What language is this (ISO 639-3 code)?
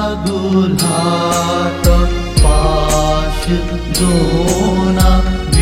new